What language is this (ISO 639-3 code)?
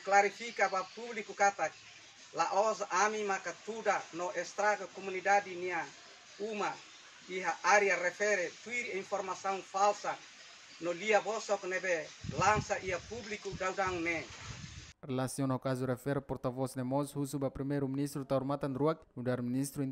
tet